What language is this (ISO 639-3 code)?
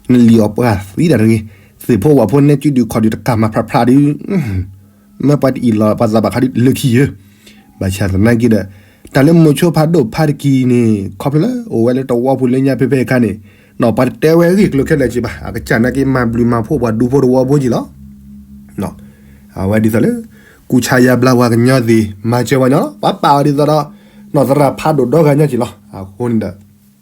ksw